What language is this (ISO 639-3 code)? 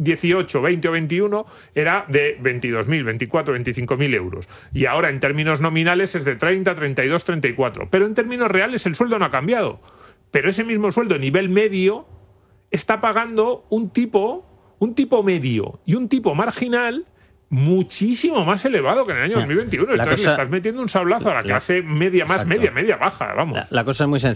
spa